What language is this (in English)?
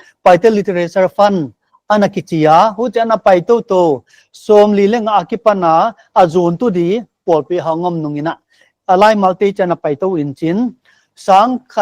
Paite Chin